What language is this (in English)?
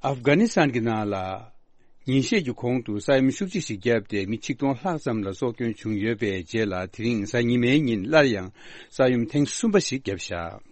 Tibetan